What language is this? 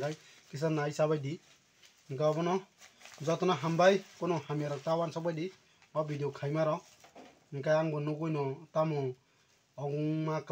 Kok Borok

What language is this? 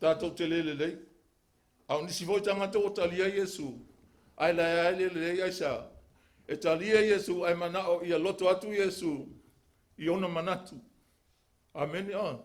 Samoan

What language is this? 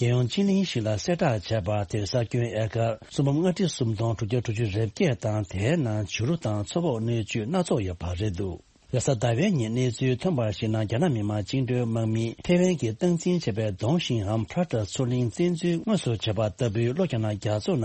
Tibetan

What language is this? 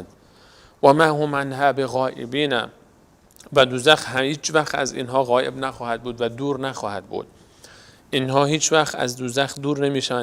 Persian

